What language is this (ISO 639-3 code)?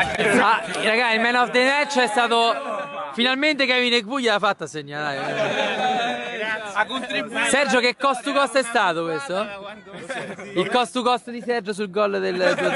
ita